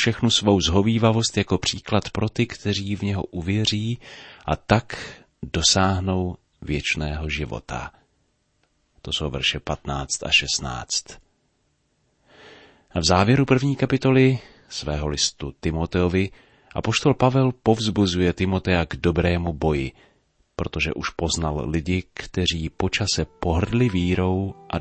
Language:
Czech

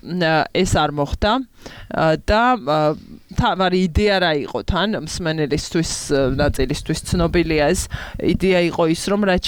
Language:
Georgian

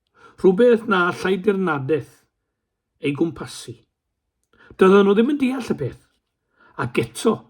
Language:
Welsh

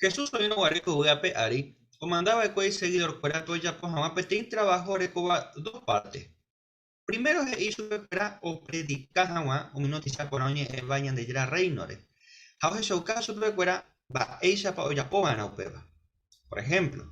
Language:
Guarani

